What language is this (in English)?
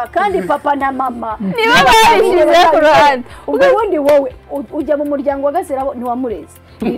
Kinyarwanda